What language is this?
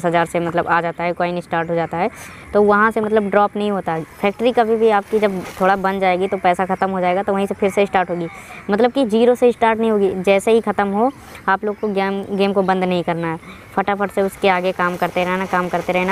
Hindi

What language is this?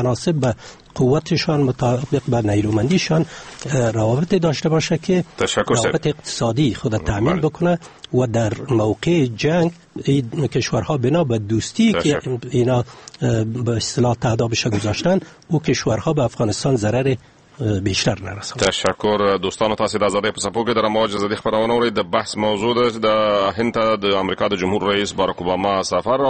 Persian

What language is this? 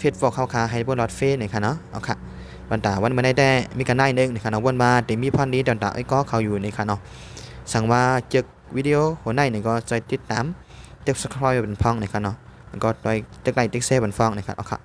Shan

